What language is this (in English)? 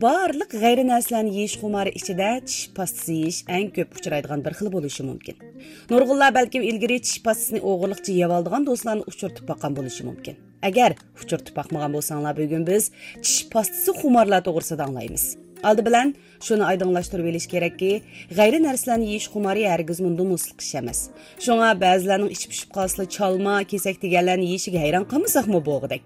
Uyghur